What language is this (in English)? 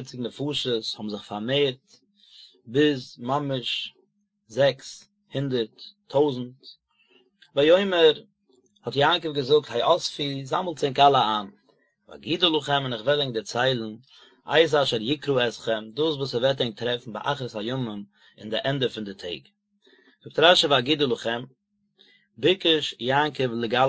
Yiddish